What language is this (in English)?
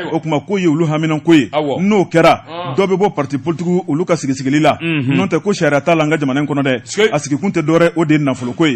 Bambara